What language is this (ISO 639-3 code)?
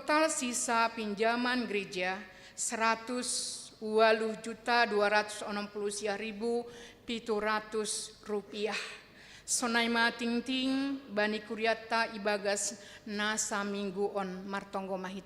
bts